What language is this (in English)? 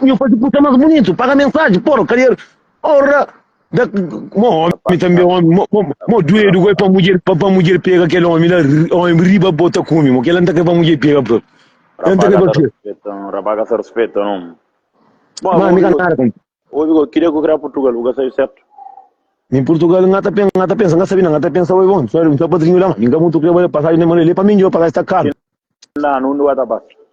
Kabuverdianu